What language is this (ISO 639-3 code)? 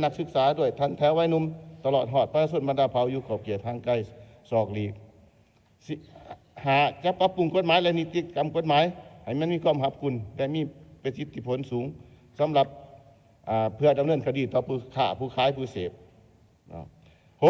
lao